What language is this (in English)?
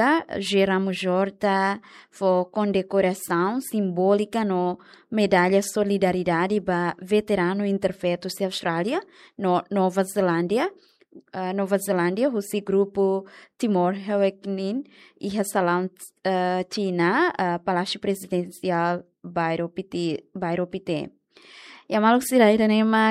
Tetum